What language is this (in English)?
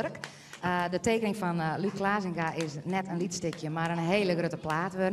Western Frisian